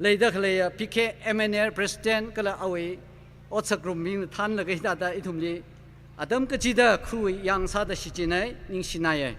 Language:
Tangkhul Naga (India)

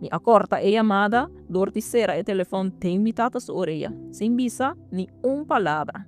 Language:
Papiamento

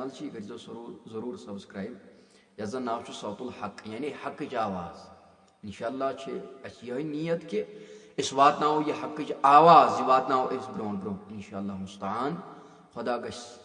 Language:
Kashmiri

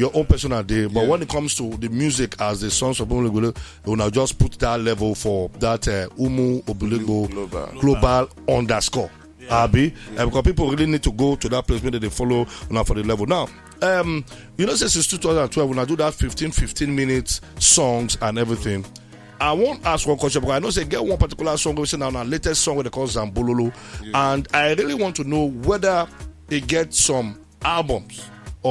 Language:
Nigerian Pidgin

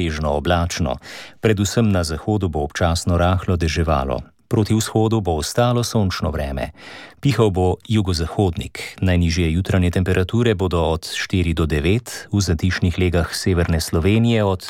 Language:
Slovenian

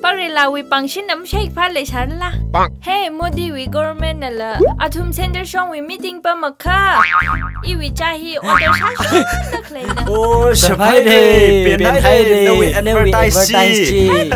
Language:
Tangkhul Naga (India)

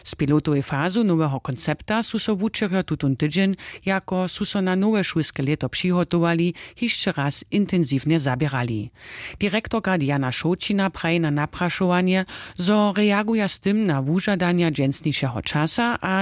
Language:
Upper Sorbian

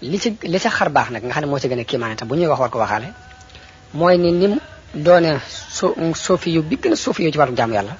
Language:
Wolof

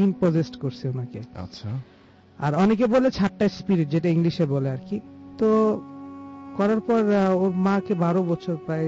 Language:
Bangla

